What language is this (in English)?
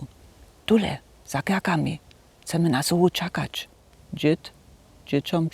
Upper Sorbian